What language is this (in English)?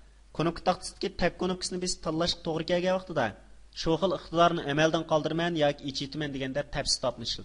Uyghur